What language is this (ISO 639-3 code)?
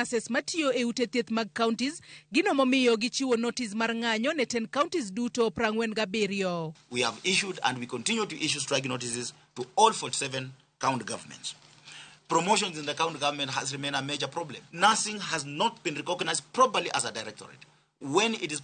luo